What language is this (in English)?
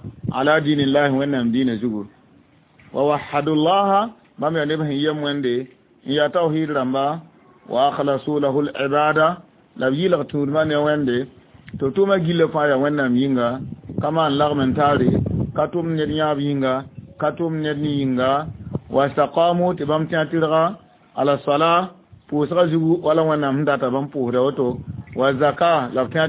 Mossi